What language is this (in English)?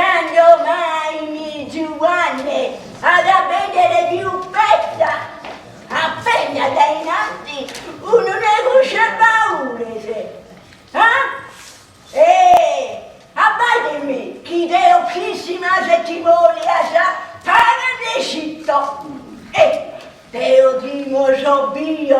Sardinian